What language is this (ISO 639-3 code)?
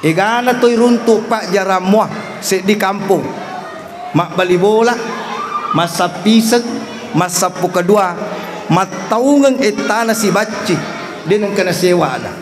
bug